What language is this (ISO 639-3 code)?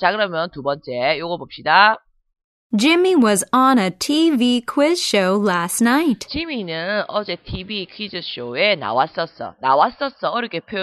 kor